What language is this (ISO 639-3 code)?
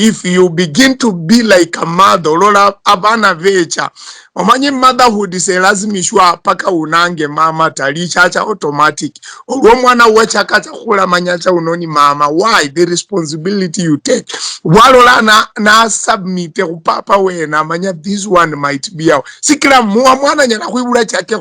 luy